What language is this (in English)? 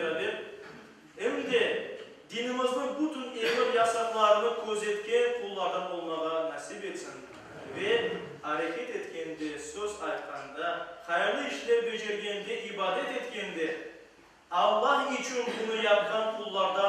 Crimean Tatar